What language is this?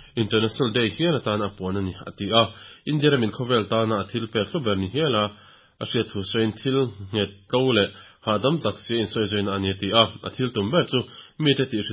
Mizo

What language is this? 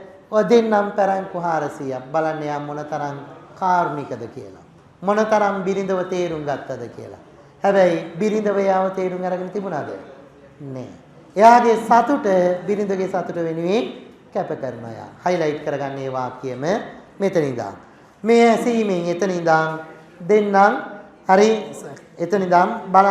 Sinhala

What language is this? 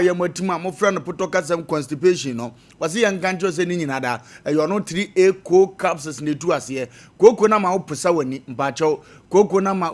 Akan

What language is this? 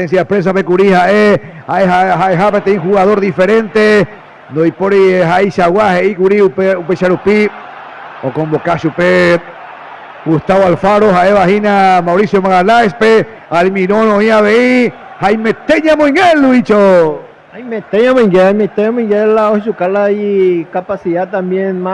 Guarani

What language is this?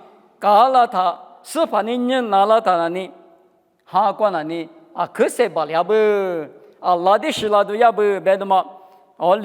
Lisu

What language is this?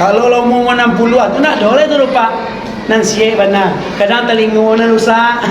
Minangkabau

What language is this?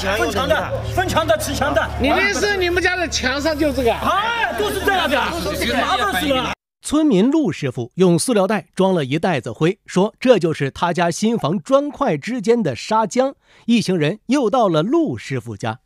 Chinese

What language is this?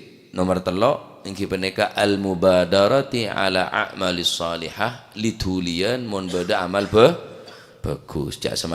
Madurese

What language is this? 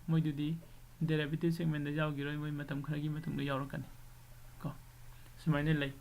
Manipuri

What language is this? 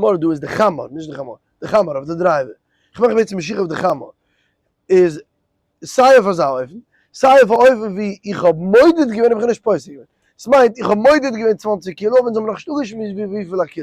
Yiddish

